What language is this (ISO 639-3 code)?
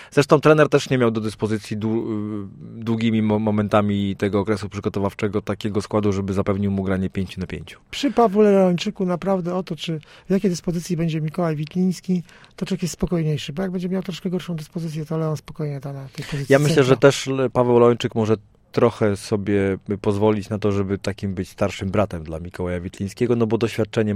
pol